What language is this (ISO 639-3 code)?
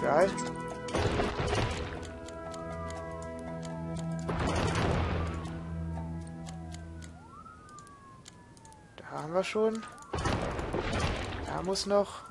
deu